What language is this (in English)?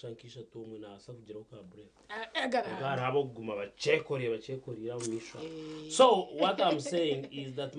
Nyankole